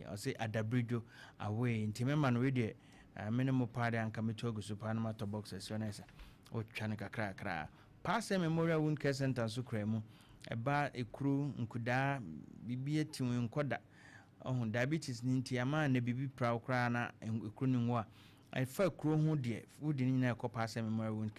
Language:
Akan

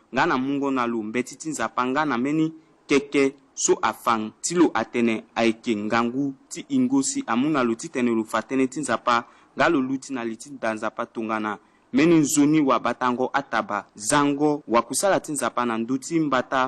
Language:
Sango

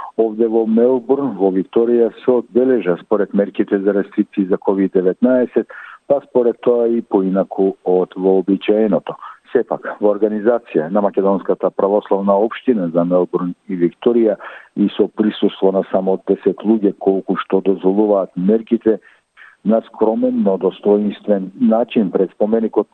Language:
Macedonian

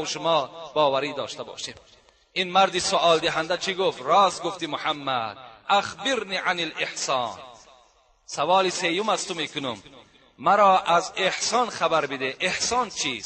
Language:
Tajik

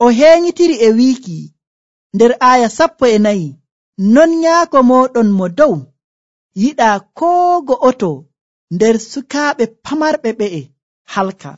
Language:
Nigerian Fulfulde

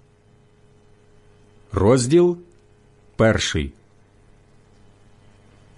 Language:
Ukrainian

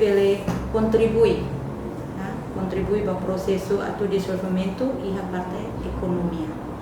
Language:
Tetum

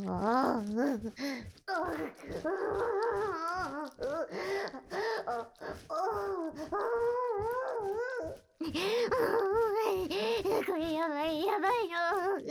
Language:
Japanese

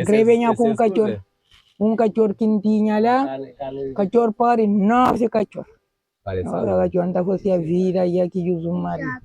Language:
Kabuverdianu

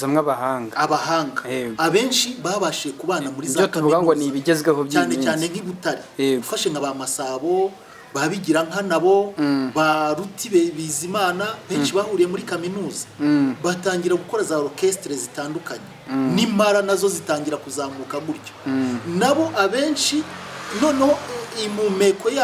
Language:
Kinyarwanda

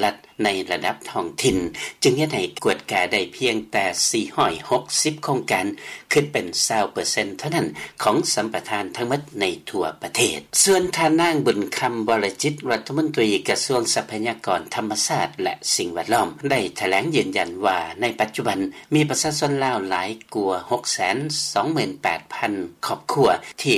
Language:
Lao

